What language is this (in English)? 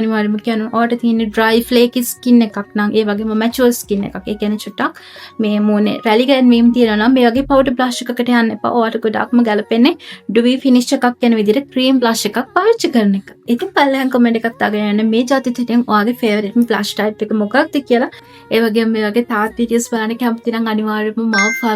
Sinhala